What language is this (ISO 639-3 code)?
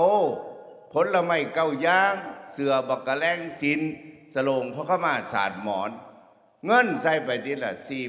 tts